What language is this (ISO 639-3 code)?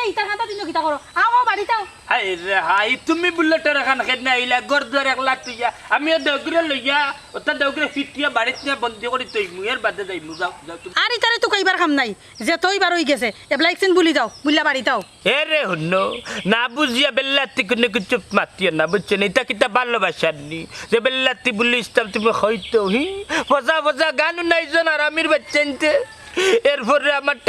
syl